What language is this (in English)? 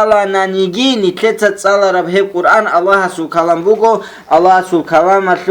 Avaric